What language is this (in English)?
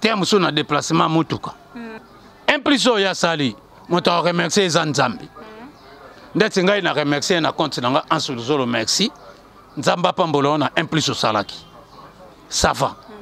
Lingala